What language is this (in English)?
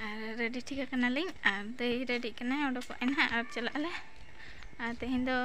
Santali